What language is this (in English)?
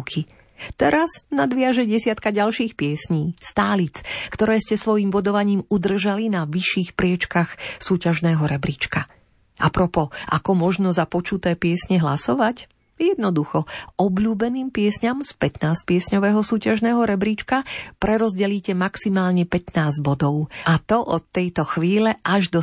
Slovak